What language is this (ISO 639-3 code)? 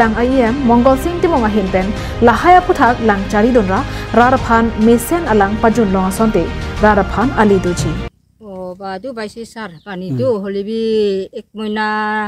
mjw